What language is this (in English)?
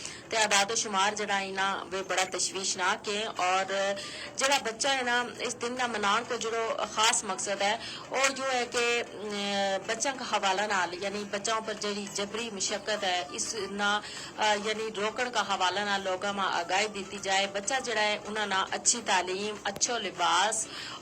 Gujari